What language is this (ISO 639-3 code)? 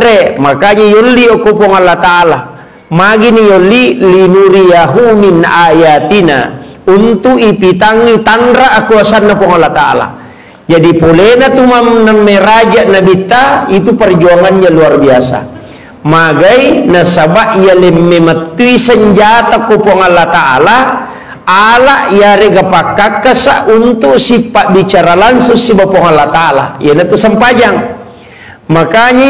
bug